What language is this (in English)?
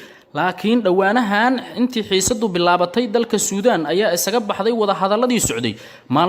Somali